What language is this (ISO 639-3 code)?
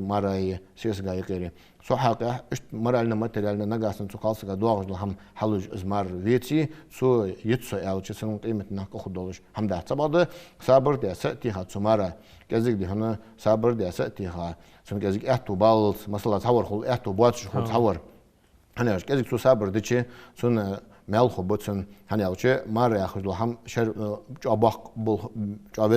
inh